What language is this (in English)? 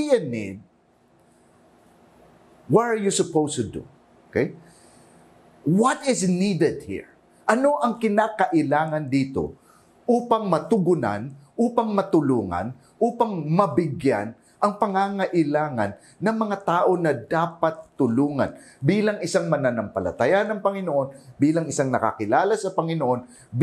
Filipino